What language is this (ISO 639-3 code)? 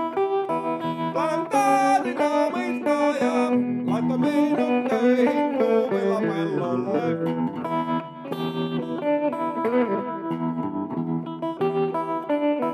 fin